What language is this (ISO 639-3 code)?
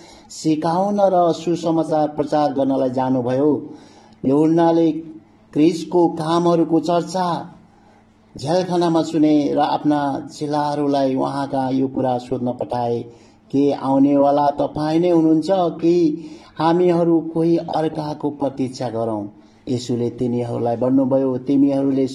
nep